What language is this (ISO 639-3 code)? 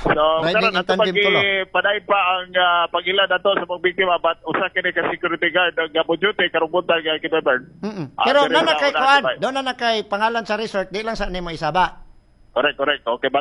ceb